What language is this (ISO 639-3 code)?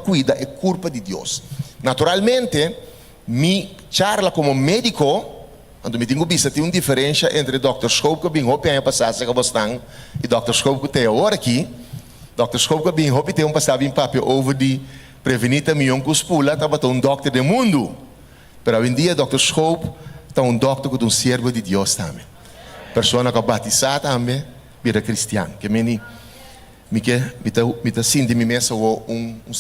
pap